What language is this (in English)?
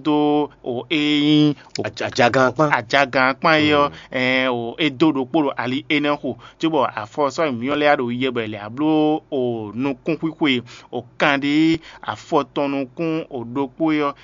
Fon